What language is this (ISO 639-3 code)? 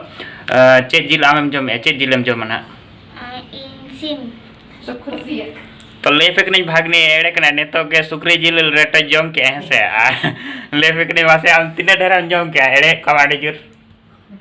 sat